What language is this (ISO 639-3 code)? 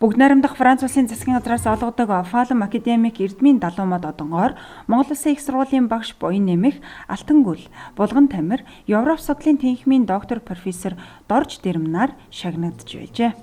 mon